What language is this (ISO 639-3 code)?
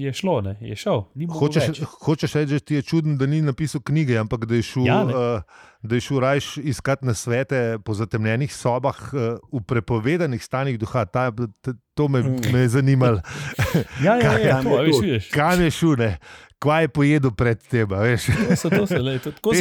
slv